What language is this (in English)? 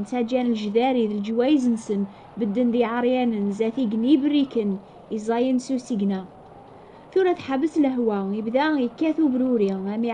Kabyle